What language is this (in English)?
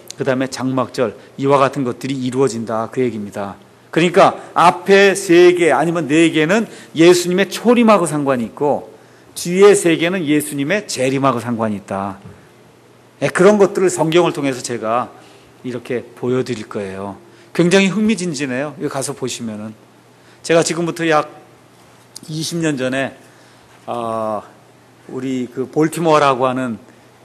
Korean